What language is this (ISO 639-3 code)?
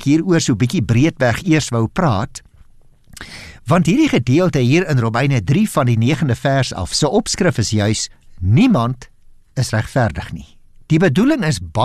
afr